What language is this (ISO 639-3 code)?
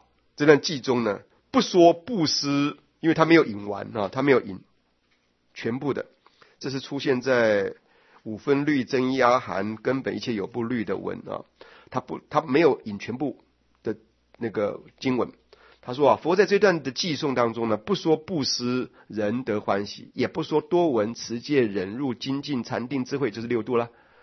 zho